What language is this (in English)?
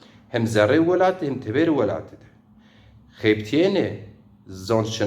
Zaza